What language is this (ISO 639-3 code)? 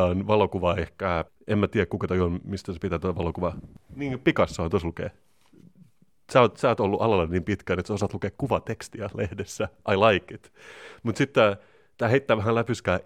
fin